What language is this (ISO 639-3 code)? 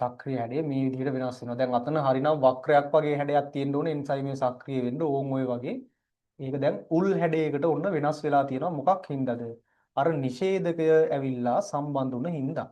sin